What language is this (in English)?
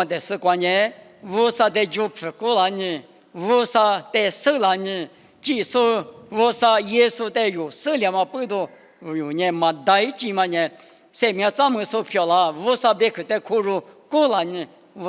Lisu